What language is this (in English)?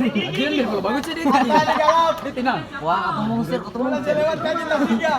Ambonese Malay